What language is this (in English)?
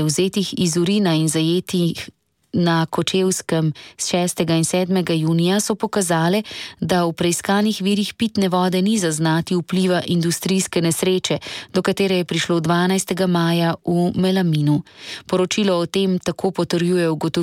Slovenian